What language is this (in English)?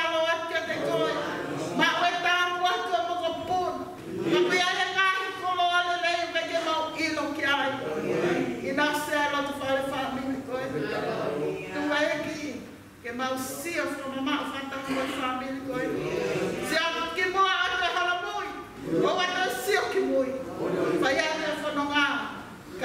Tongan